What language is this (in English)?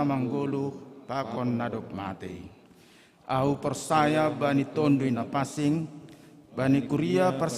Batak Simalungun